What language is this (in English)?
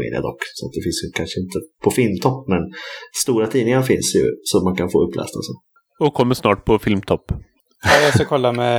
Swedish